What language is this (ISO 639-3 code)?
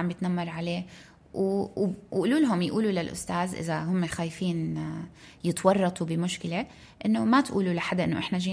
apc